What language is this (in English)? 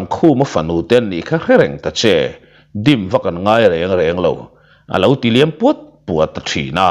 Mizo